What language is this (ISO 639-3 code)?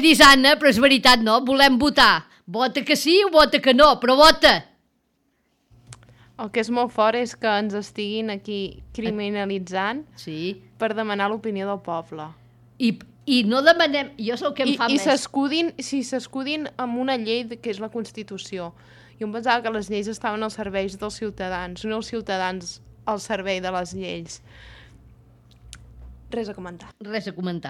cat